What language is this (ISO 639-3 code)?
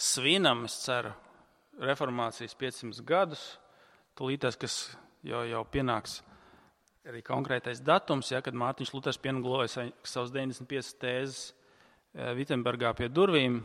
lav